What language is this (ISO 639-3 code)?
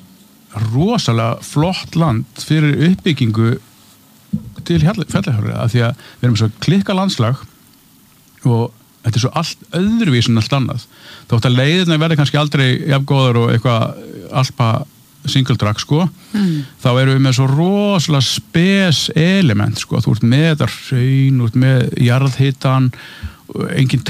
isl